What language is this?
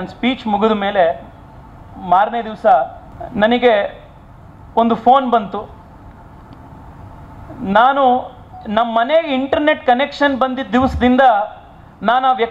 Kannada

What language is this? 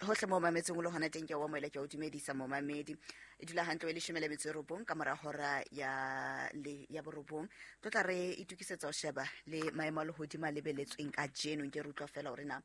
Southern Sotho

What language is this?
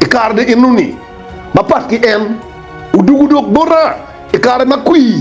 Acoli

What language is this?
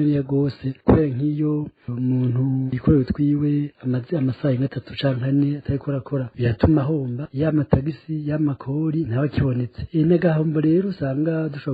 Rundi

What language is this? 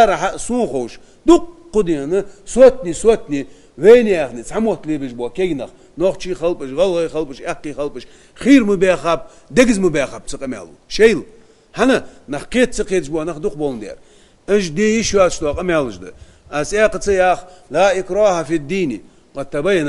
Ingush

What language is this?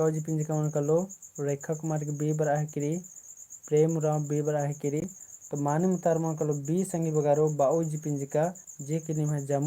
Kurukh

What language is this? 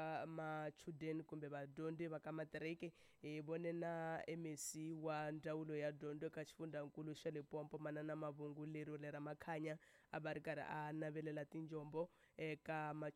Tsonga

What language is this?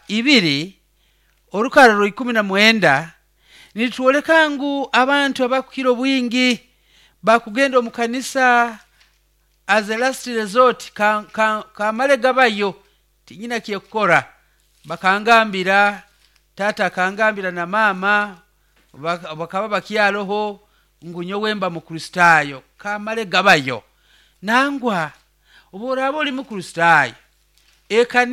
Nyoro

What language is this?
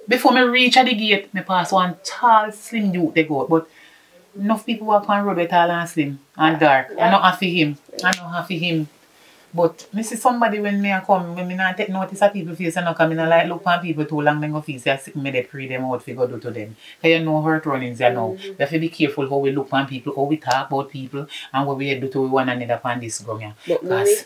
Jamaican Creole English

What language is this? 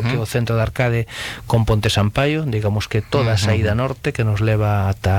Galician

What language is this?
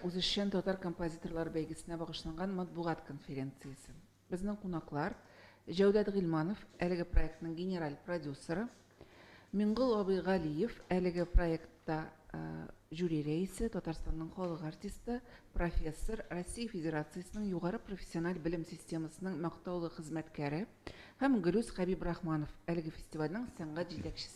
Tatar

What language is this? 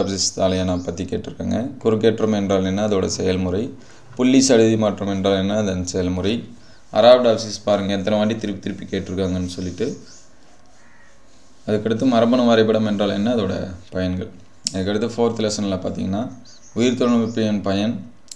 Tamil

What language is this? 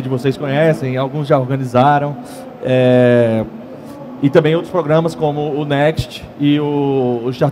Portuguese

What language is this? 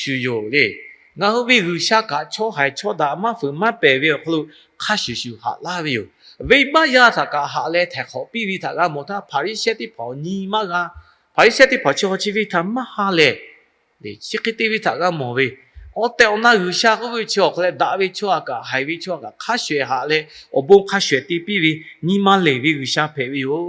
Lahu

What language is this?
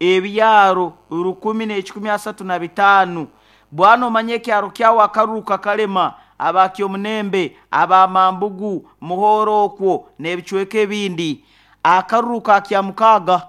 Nyoro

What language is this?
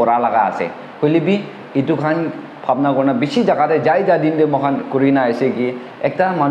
Naga Pidgin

